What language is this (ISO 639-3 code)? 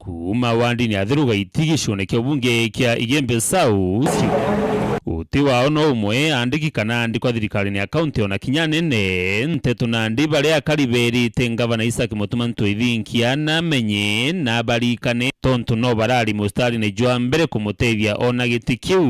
mer